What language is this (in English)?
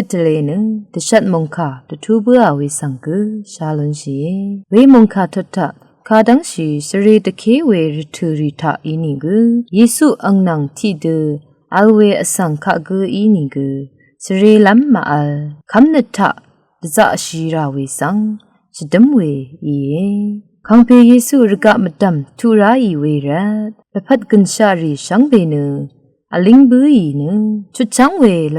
Rawang